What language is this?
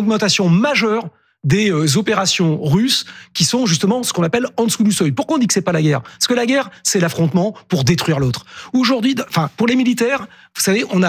French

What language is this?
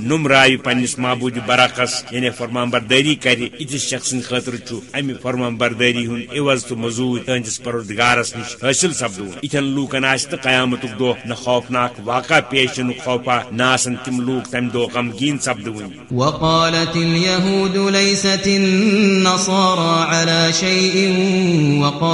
Kashmiri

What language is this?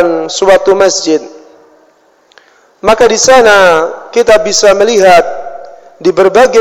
Indonesian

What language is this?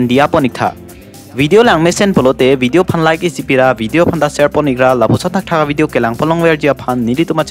Karbi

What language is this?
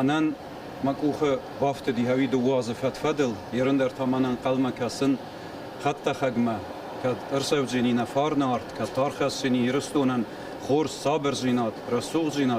Ossetic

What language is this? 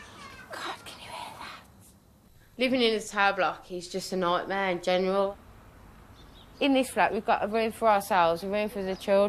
English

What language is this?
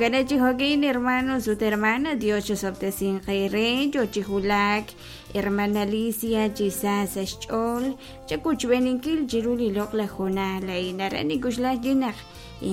Kekchí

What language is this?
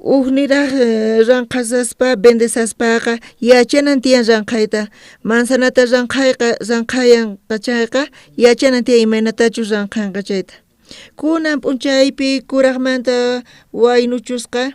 South Bolivian Quechua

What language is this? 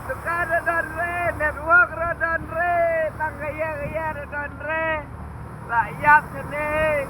Khasi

